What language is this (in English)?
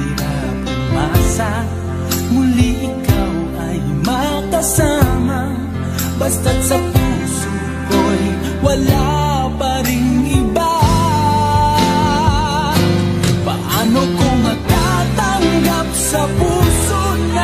Filipino